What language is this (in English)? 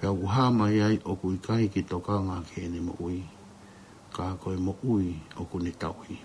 Tongan